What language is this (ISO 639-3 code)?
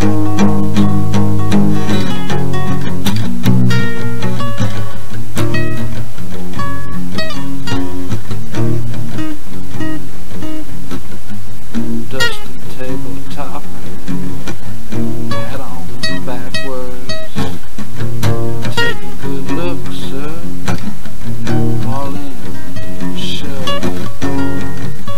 eng